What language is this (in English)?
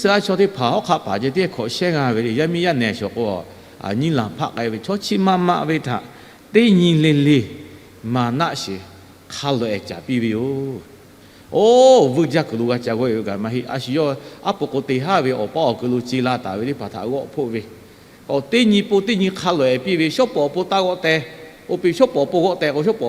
Lahu